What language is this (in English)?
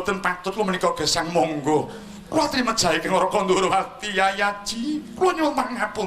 Javanese